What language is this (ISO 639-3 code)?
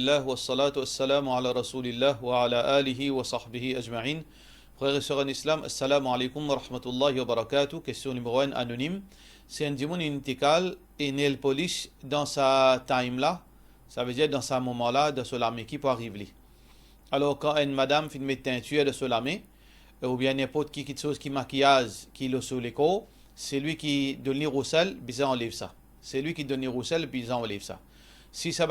mfe